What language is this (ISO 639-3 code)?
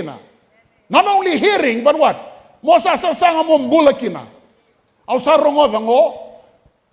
fij